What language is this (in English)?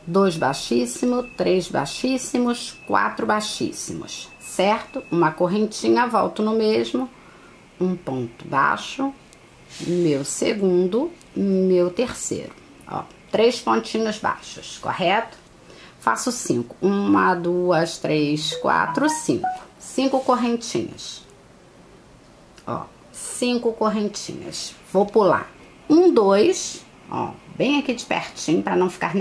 Portuguese